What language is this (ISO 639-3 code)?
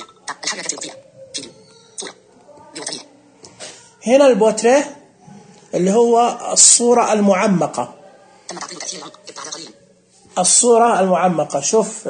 ars